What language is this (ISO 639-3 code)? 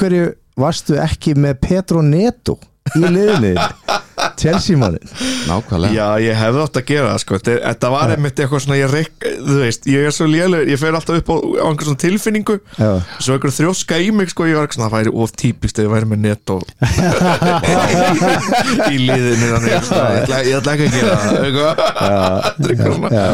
isl